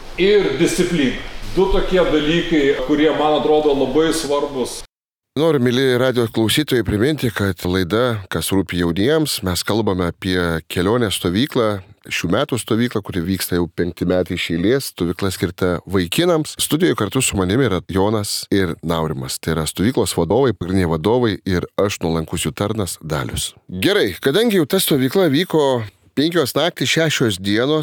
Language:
Lithuanian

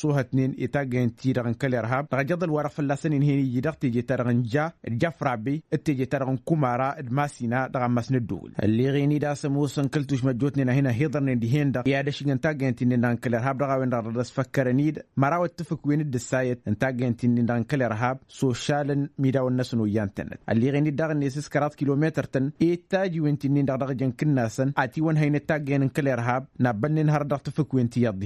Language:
Tamasheq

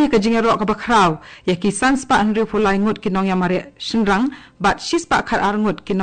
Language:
Khasi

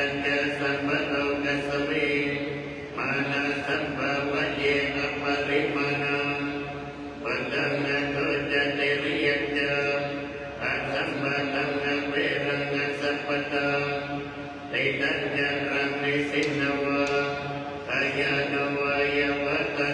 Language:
Pali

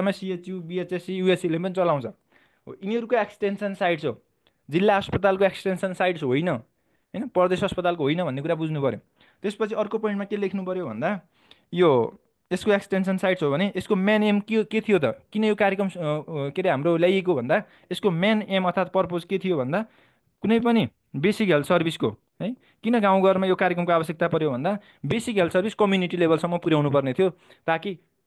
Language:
Nepali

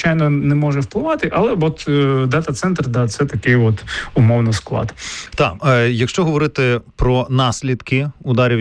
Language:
Ukrainian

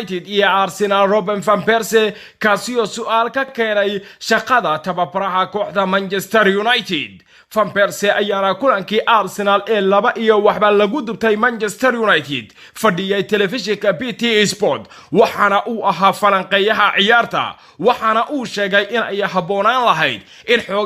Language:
Somali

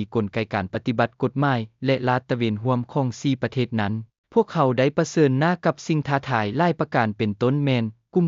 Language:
Lao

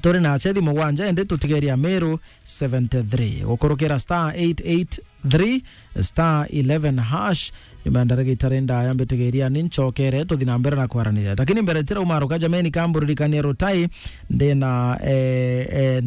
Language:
Meru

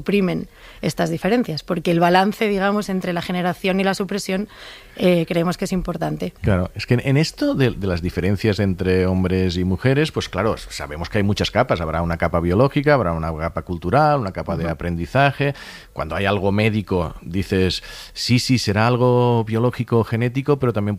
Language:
Spanish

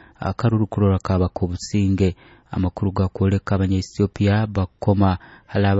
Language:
Nyoro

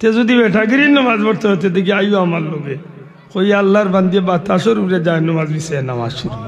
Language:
Sylheti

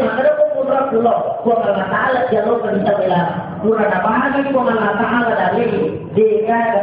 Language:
Buginese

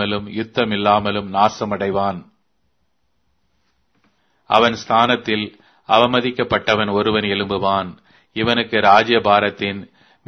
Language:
Tamil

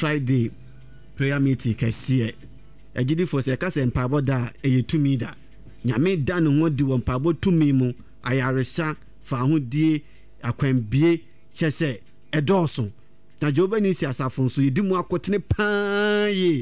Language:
Akan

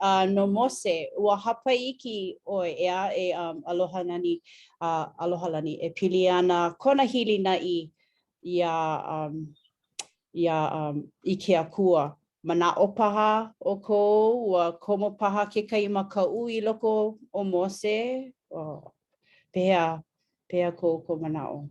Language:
Hawaiian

